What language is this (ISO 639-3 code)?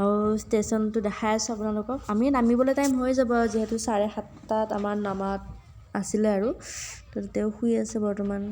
asm